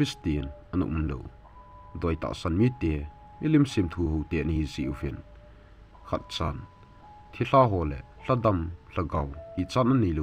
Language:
Thado Chin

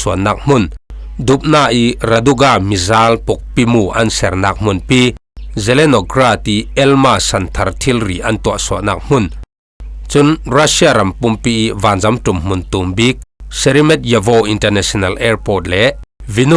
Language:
Falam Chin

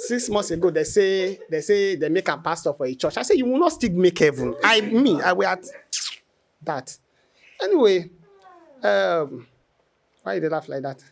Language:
Nigerian Pidgin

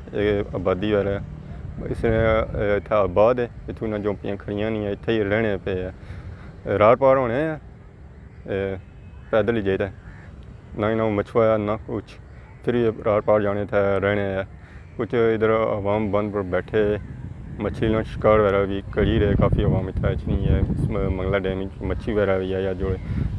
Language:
Pahari-Potwari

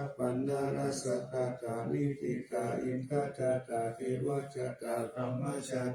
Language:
Pali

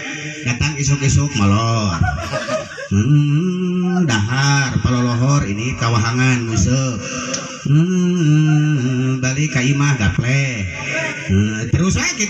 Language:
Sundanese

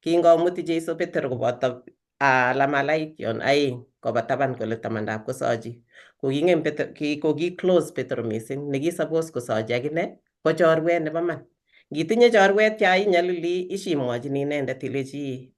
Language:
Kalenjin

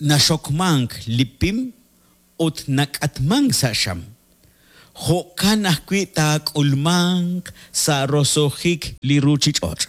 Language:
Kekchí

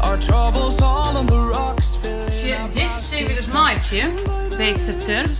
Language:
Western Frisian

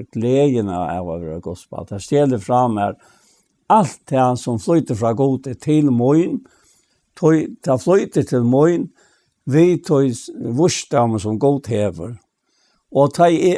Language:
Faroese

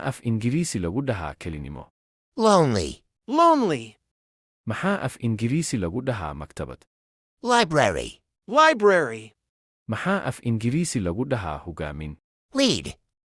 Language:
Somali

